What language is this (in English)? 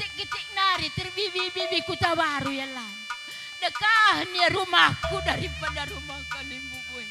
Batak Karo